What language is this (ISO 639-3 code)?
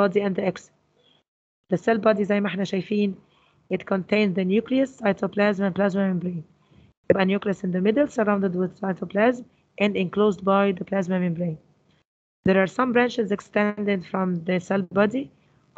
arz